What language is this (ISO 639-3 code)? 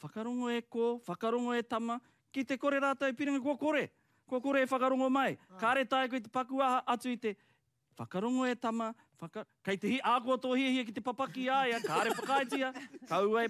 mri